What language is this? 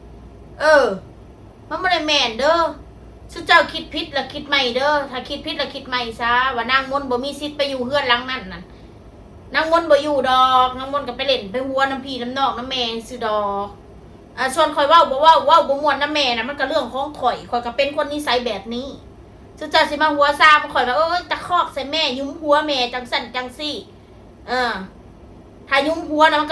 Northeastern Thai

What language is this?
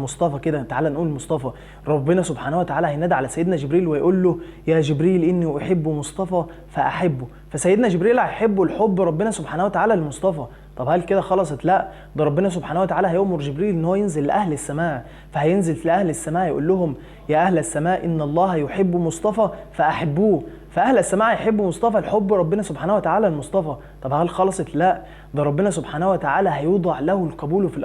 Egyptian Arabic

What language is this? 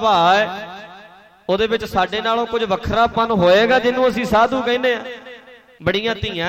Punjabi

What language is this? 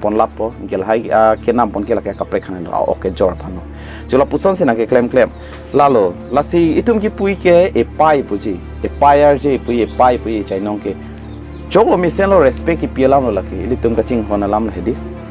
Karbi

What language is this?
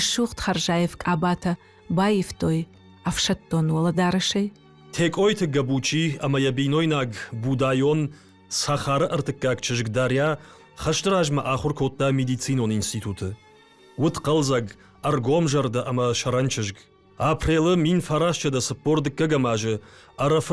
Ossetic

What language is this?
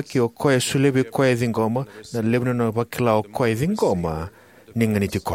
Fijian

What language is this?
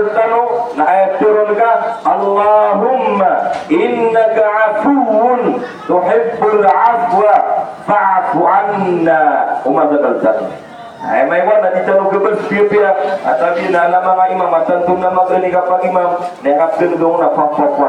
Maranao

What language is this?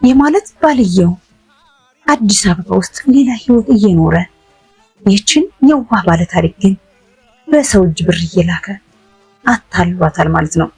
Amharic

